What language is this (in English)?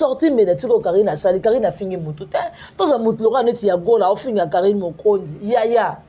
Lingala